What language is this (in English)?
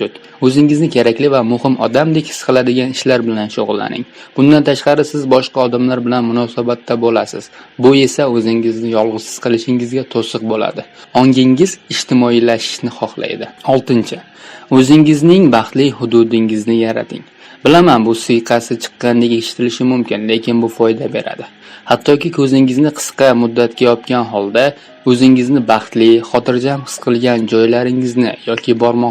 Uzbek